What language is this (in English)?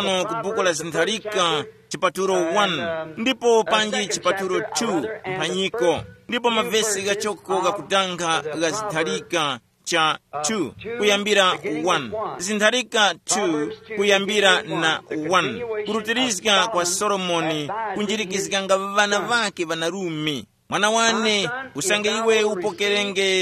Tumbuka